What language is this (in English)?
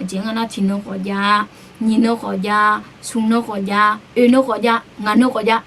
Akha